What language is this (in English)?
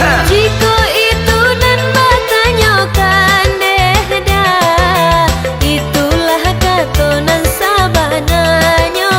Minangkabau